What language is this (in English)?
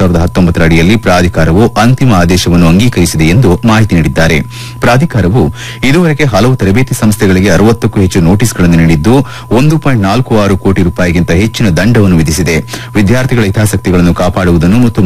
Kannada